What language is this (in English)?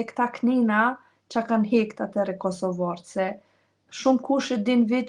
Albanian